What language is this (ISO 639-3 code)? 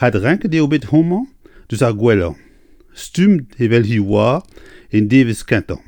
bre